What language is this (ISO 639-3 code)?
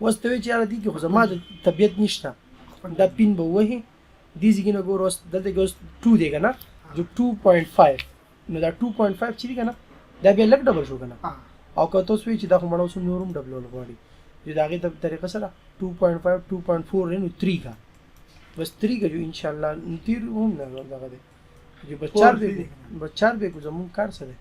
pus